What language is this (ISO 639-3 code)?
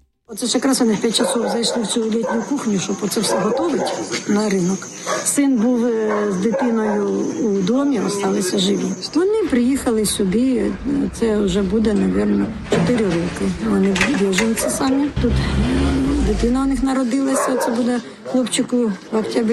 ukr